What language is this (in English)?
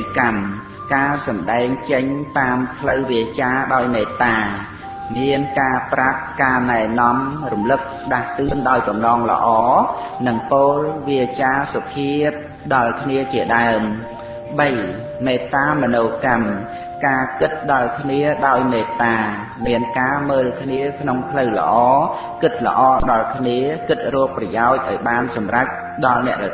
Khmer